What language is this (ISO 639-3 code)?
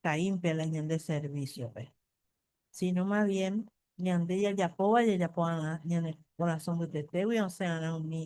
grn